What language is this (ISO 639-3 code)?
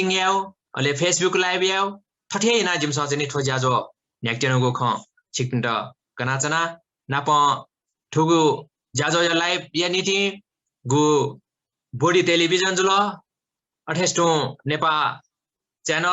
new